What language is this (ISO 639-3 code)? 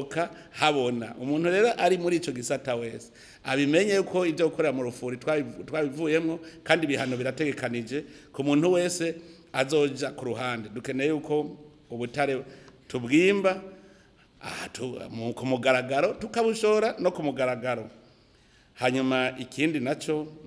run